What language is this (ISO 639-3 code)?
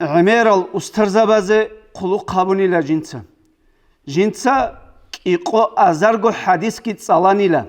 ava